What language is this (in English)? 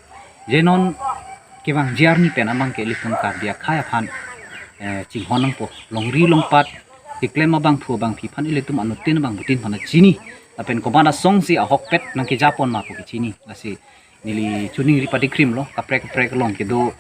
Karbi